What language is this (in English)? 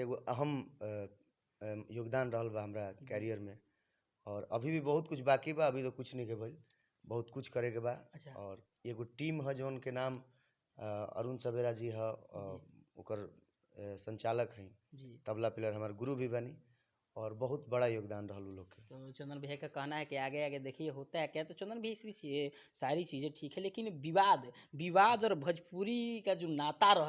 Bhojpuri